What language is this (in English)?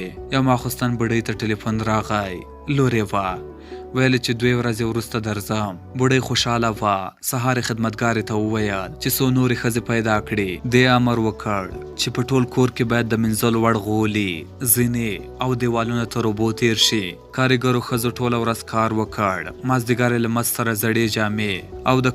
Pashto